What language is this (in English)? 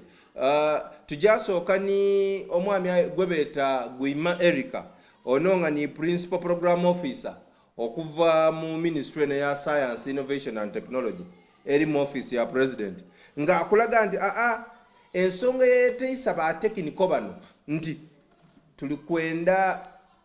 Soga